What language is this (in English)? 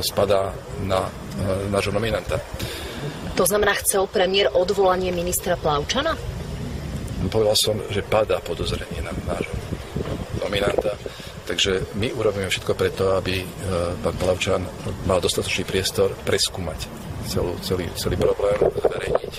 Slovak